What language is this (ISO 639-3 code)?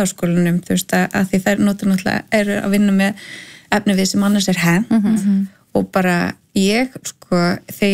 isl